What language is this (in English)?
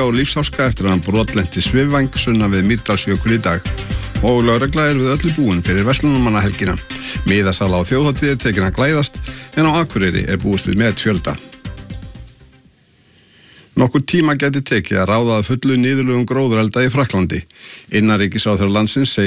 Icelandic